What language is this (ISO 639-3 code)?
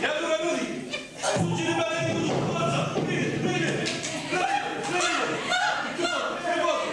scn